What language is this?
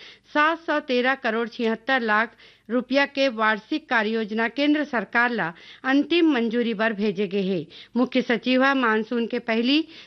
Chhattisgarhi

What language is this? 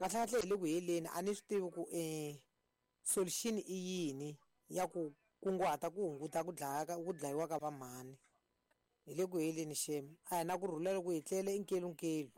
Tsonga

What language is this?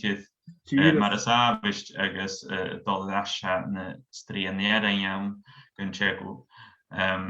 Scottish Gaelic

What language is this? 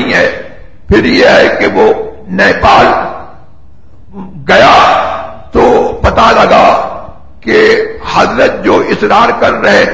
Urdu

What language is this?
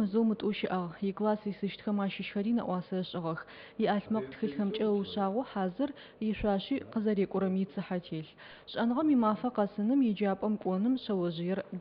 Adyghe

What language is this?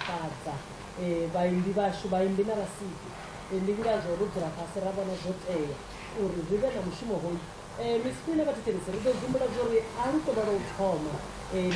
Venda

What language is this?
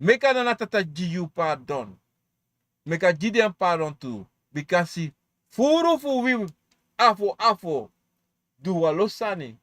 Sranan Tongo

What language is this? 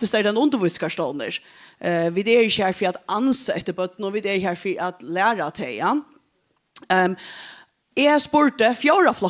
Faroese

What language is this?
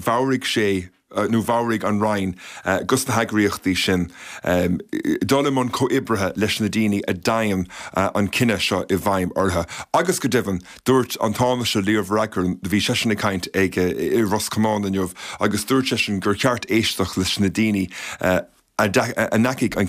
Irish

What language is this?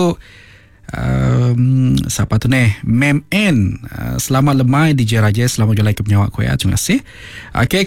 Iban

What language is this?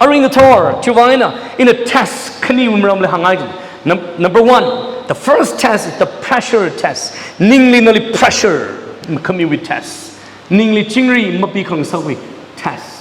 Tangkhul Naga (India)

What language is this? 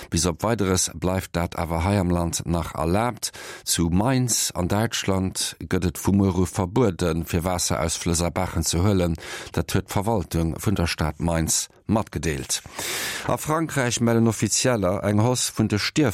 Luxembourgish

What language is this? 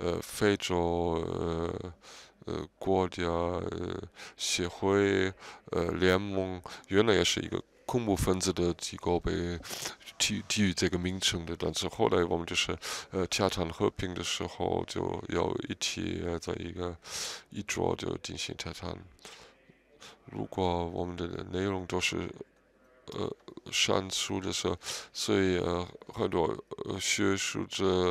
Chinese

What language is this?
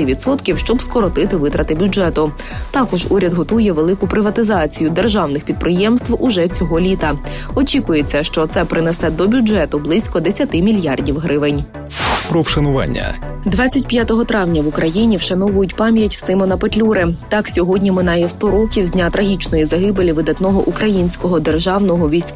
Ukrainian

